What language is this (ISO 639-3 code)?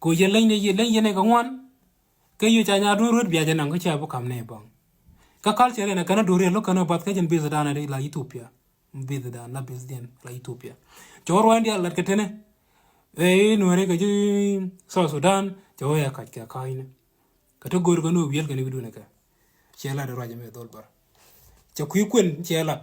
nus